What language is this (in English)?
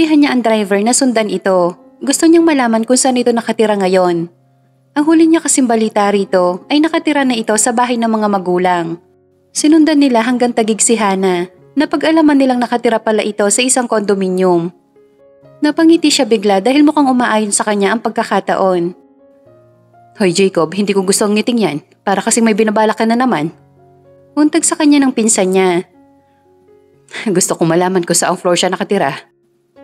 Filipino